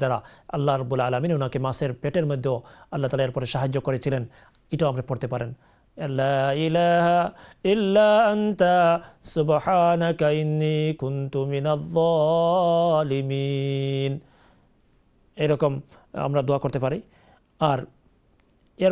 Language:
Bangla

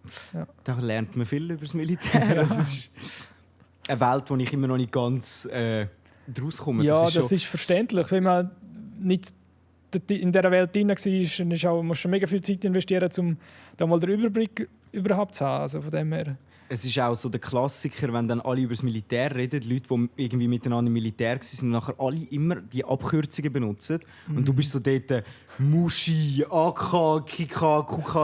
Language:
Swiss German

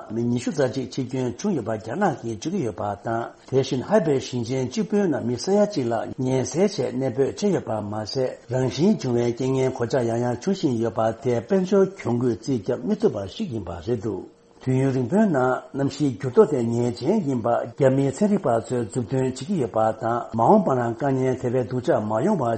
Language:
Tibetan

